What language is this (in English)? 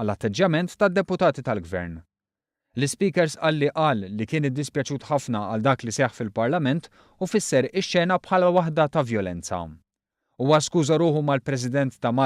Maltese